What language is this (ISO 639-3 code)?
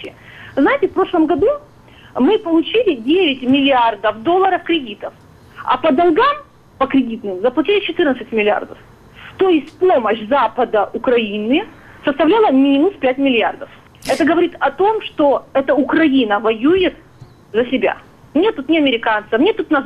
rus